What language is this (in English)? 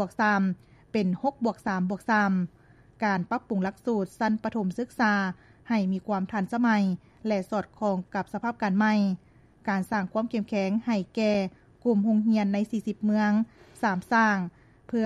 Lao